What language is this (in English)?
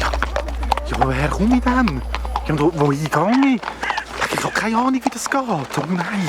Swiss German